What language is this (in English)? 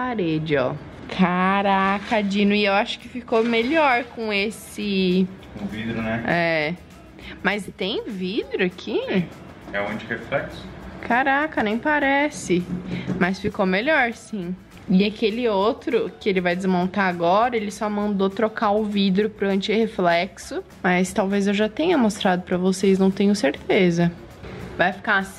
Portuguese